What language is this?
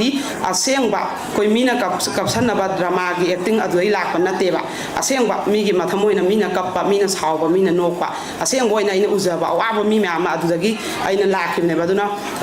Manipuri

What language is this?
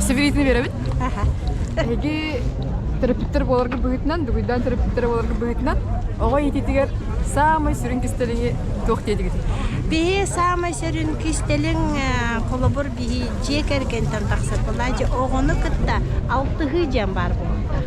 Yakut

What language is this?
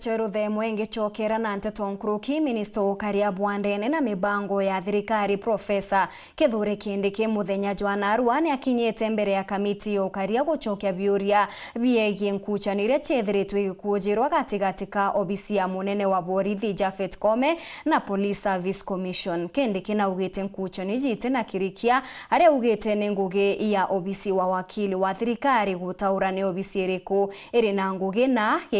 Meru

